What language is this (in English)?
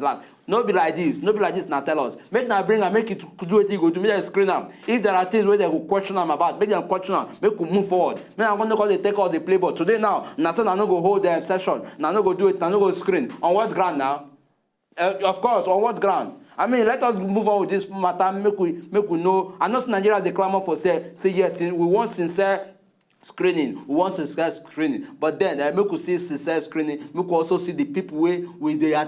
Nigerian Pidgin